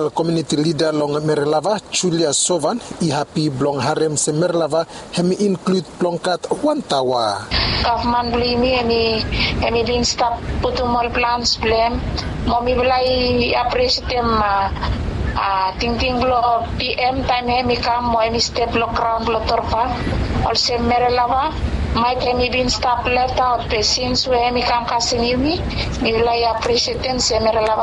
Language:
Bislama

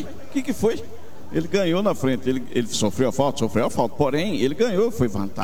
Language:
Portuguese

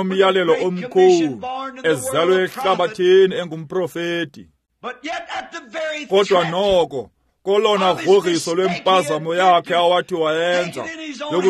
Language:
Xhosa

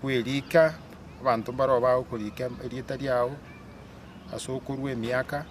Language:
Gusii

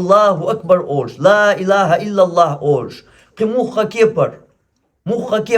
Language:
Chechen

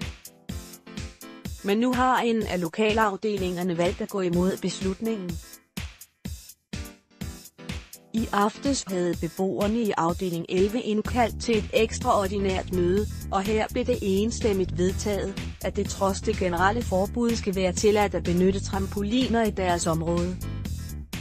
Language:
Danish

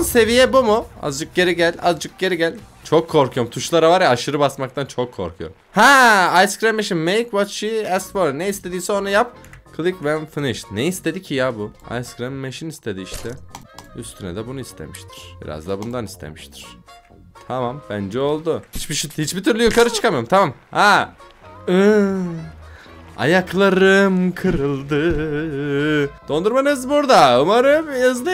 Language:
Turkish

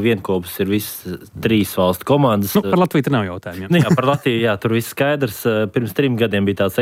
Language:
Latvian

